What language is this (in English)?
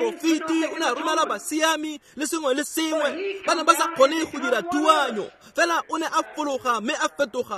Tswana